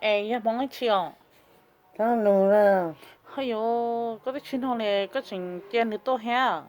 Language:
Hmong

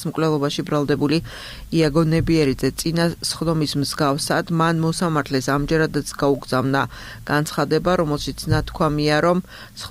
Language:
Georgian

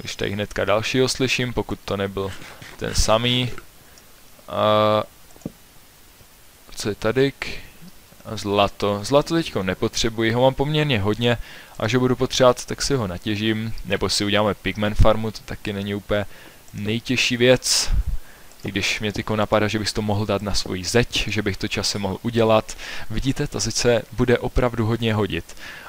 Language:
Czech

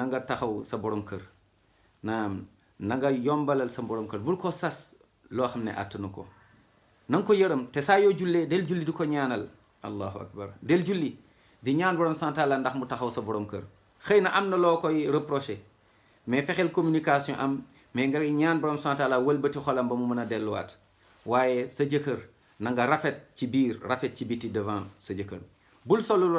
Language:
Wolof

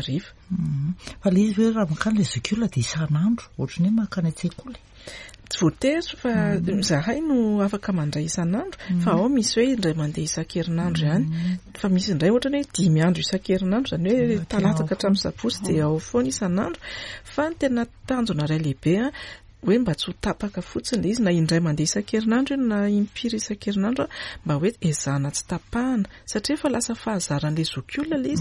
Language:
Malagasy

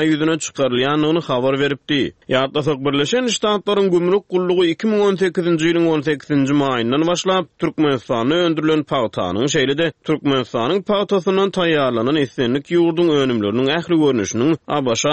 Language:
Turkmen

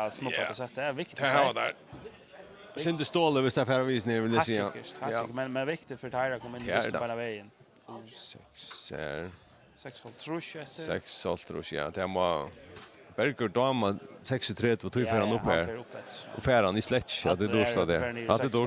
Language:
Faroese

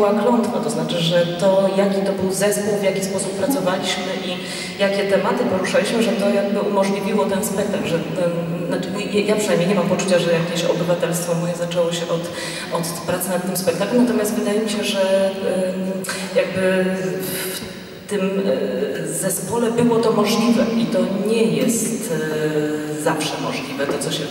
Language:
Polish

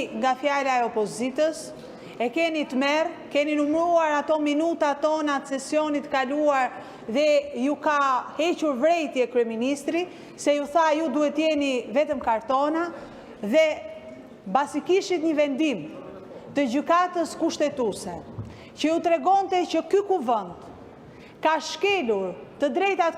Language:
Albanian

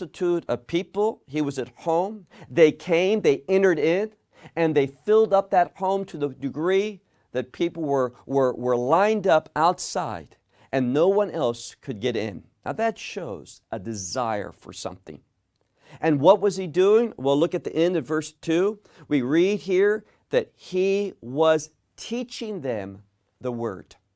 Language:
English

